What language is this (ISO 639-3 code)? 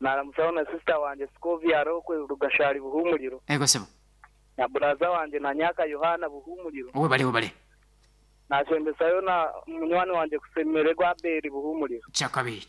nyn